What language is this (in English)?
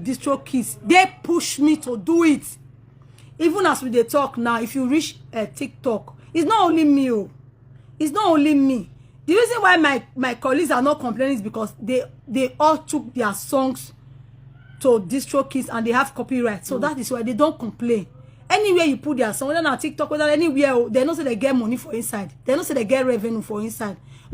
Nigerian Pidgin